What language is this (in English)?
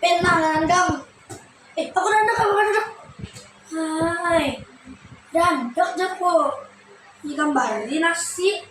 Banjar